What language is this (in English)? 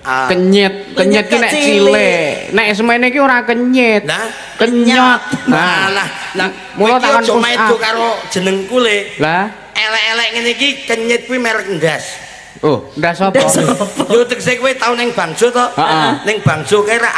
Javanese